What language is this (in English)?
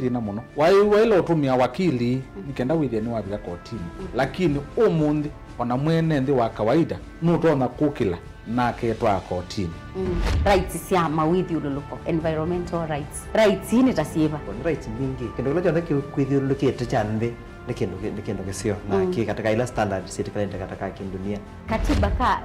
Kamba